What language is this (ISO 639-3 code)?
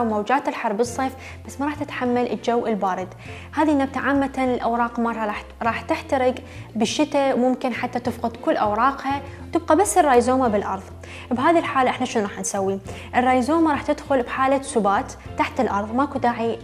acm